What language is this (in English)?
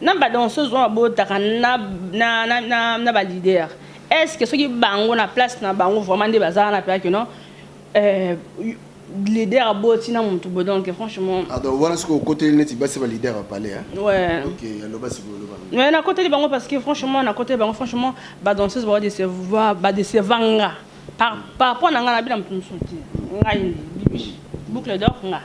Lingala